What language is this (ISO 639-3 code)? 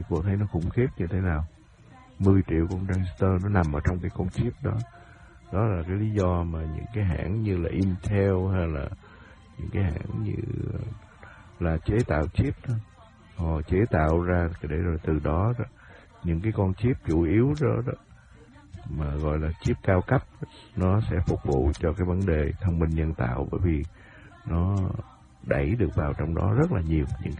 vie